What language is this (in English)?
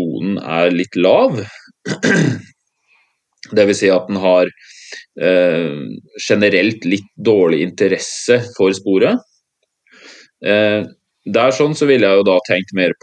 Norwegian